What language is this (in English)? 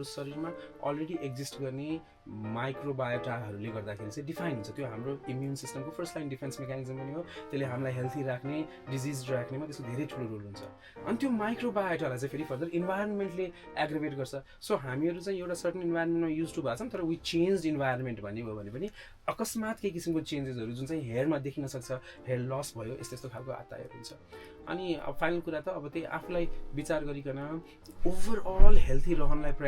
Nepali